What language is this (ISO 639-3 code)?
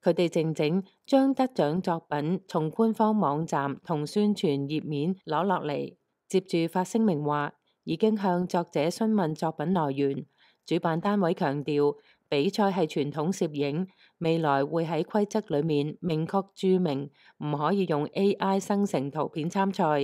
yue